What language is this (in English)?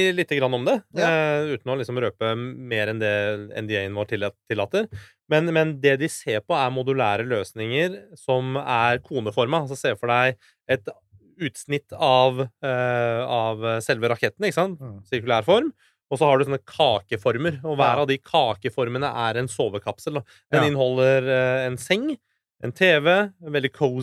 Norwegian